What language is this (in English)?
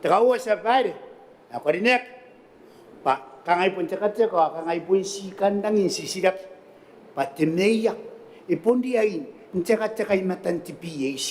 Gilbertese